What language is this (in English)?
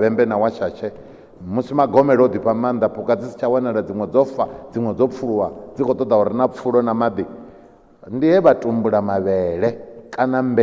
Venda